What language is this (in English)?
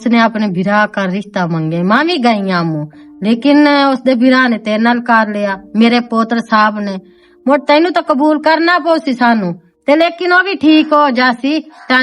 Western Panjabi